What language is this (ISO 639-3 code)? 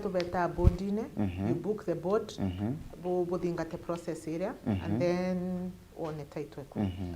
mer